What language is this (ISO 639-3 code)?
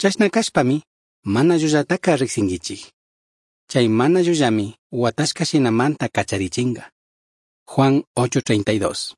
qug